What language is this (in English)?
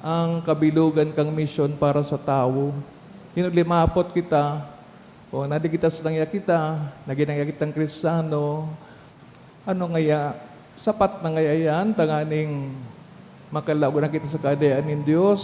Bikol